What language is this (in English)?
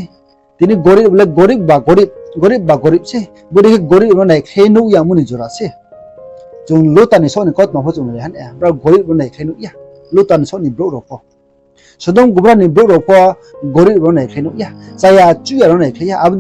Riang (India)